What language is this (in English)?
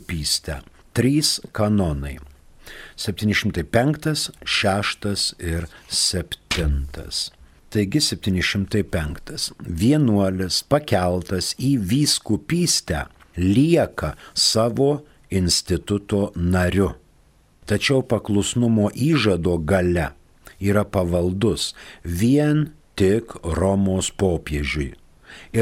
Lithuanian